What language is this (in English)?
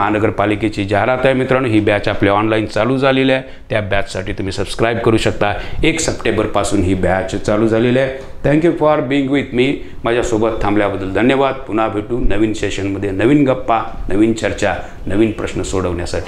Marathi